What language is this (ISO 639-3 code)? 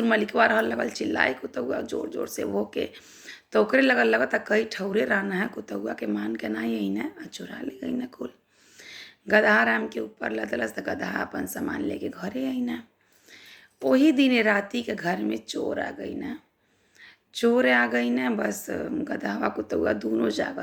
bho